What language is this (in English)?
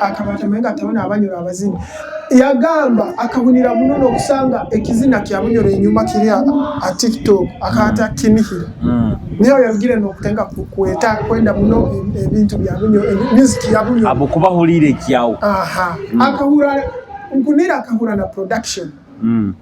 Nyoro